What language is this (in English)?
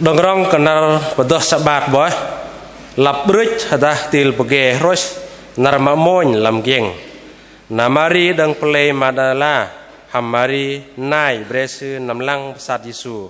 Bahnar